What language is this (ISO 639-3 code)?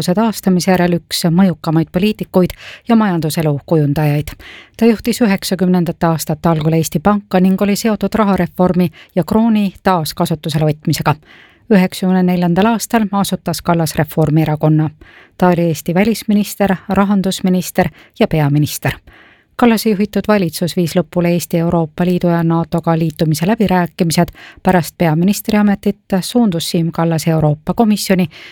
est